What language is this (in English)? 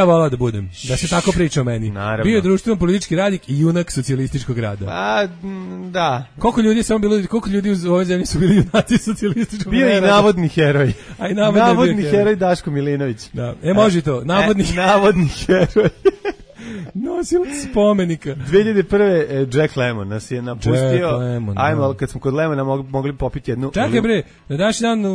Serbian